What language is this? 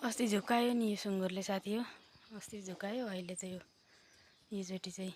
Nepali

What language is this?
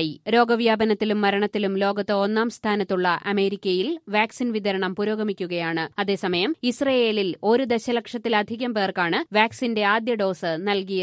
Malayalam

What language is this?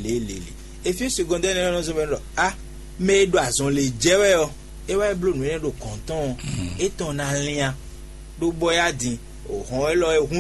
Fon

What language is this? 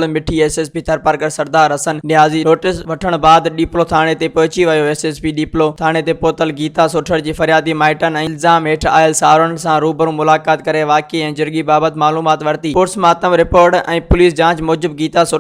Sindhi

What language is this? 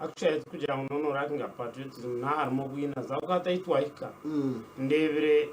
Nyankole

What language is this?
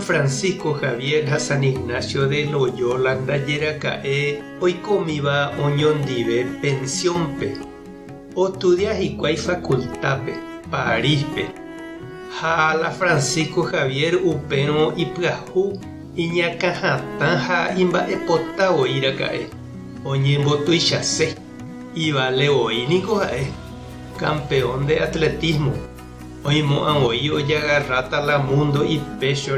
Guarani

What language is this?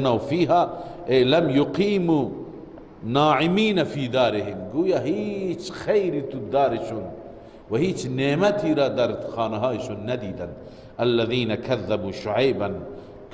Persian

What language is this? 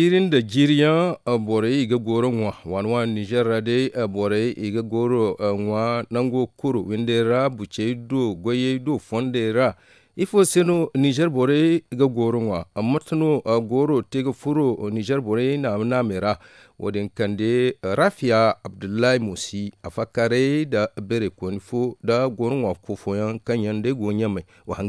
Zarma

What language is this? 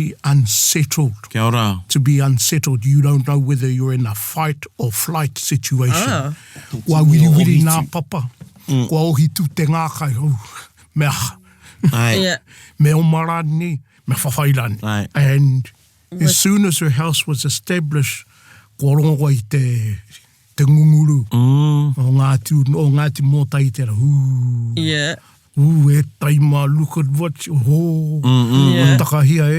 Māori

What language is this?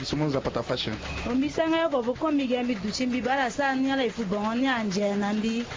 Sango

